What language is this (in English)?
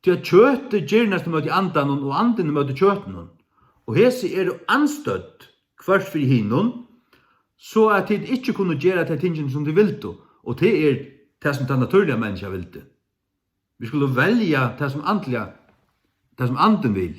Faroese